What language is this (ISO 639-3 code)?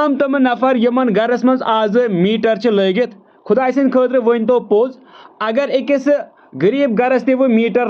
kas